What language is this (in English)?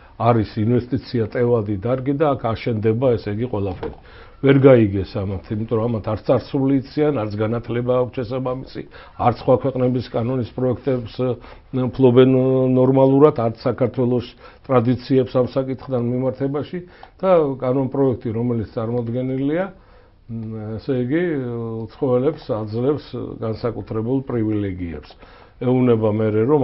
Georgian